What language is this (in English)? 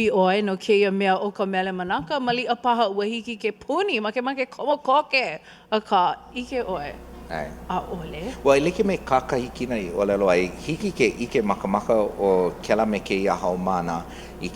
Hawaiian